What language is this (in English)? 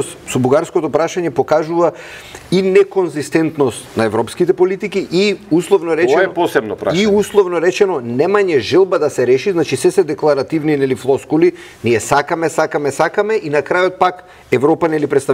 Macedonian